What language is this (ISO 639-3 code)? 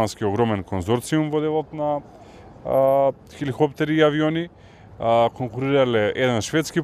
mkd